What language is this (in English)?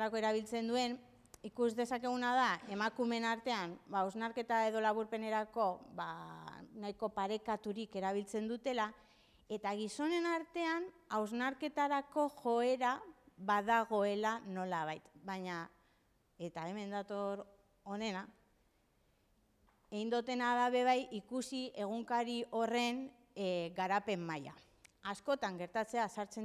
Basque